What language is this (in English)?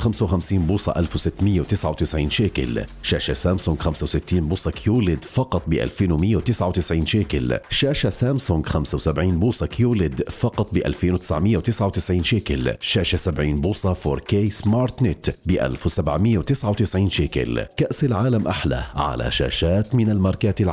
North Levantine Arabic